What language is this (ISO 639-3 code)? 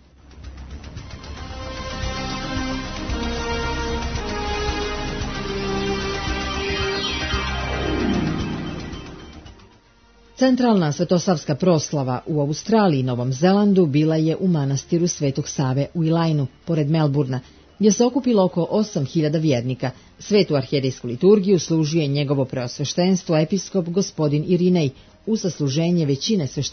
srp